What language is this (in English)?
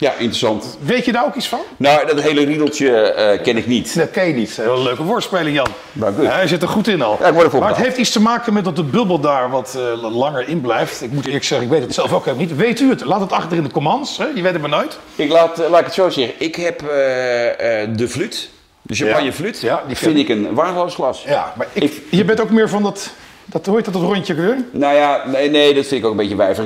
Dutch